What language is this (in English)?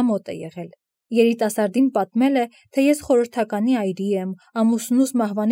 Armenian